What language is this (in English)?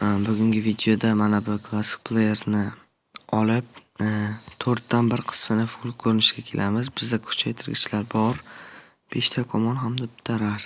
Uzbek